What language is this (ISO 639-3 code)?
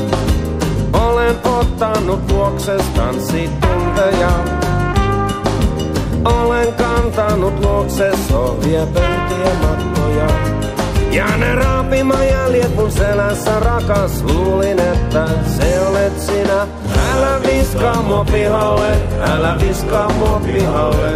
fin